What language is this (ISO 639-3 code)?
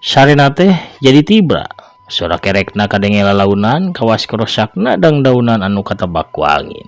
sun